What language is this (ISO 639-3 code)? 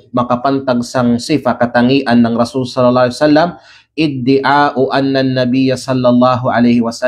kqe